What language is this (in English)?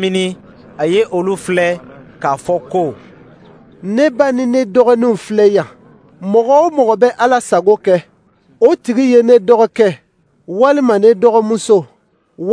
Dyula